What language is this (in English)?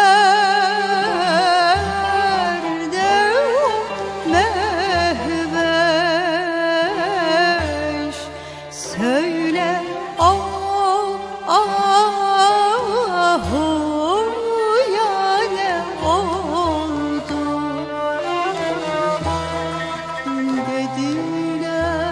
Turkish